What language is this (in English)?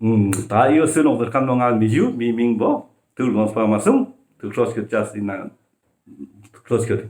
Ladakhi